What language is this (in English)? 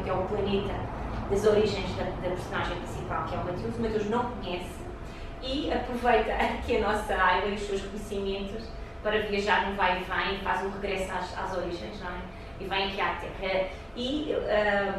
Portuguese